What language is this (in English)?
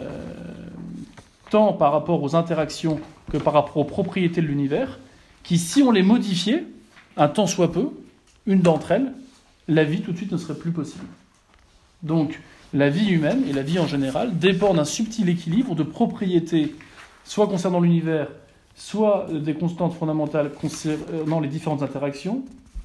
French